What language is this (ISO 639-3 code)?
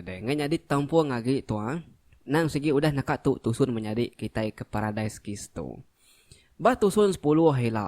iba